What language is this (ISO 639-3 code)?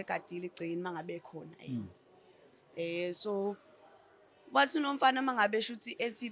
zul